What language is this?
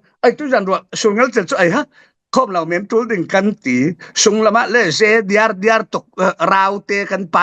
Falam Chin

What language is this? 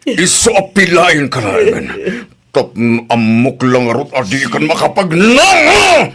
Iloko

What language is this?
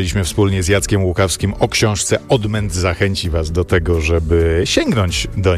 Polish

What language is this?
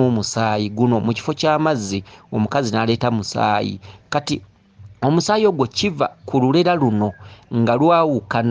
Ganda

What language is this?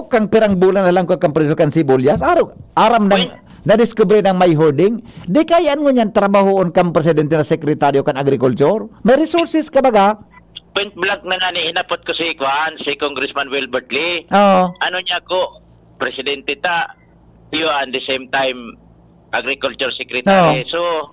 Bikol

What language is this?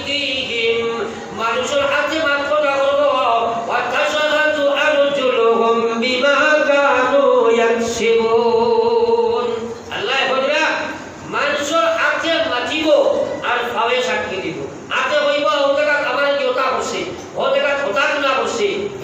Sylheti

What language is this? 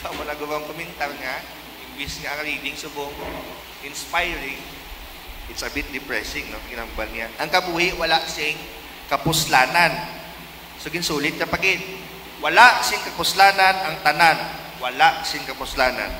Hiligaynon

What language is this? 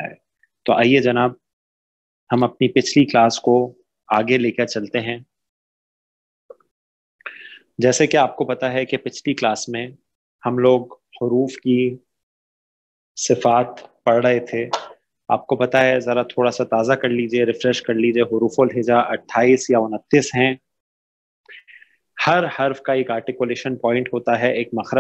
Urdu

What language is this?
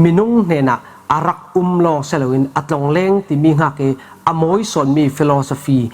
Falam Chin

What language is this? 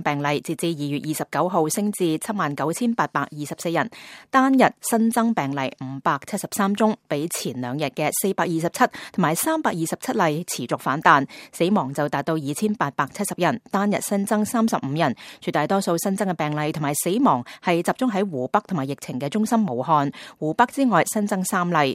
Cantonese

